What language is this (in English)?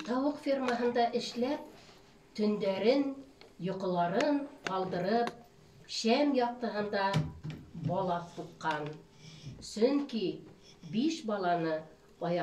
Bashkir